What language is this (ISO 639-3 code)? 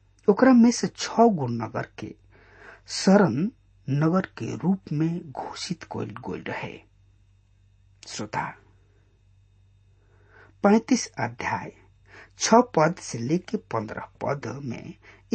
bho